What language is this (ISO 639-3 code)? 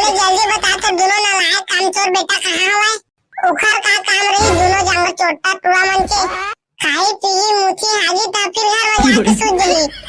hne